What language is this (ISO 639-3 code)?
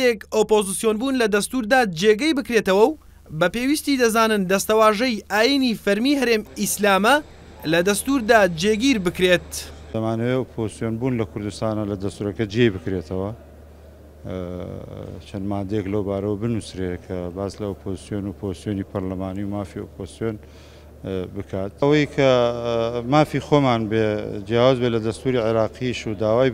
ckb